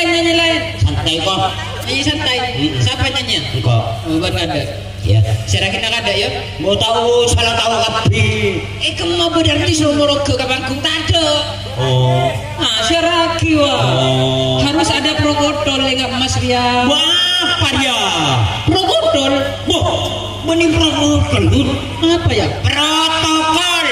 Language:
Madurese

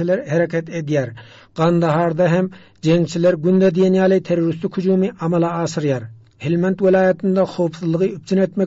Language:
Turkmen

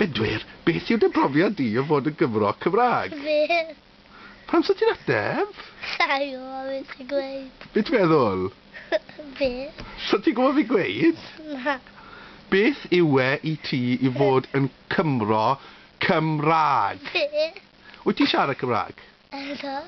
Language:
Welsh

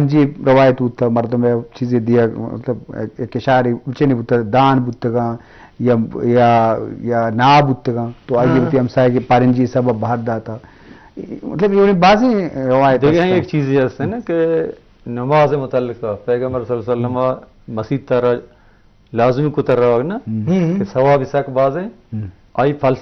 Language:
Eastern Balochi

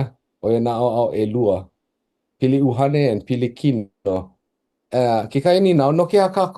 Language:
Hawaiian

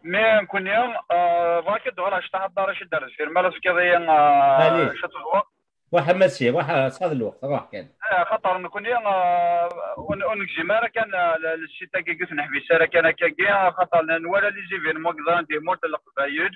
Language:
Kabyle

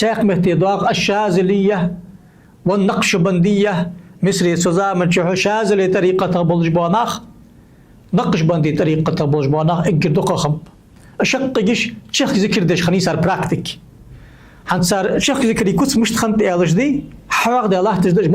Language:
Ingush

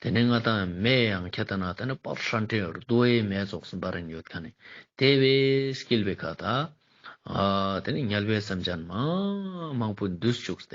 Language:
Ladakhi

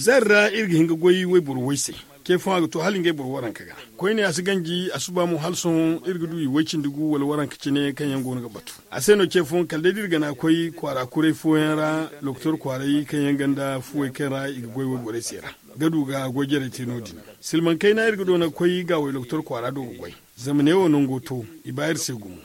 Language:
Zarma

